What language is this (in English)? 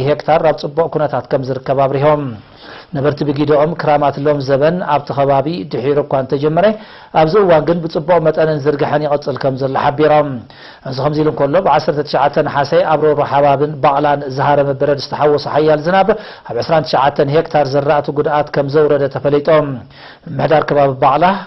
Tigrinya